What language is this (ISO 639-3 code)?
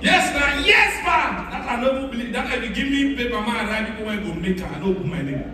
pcm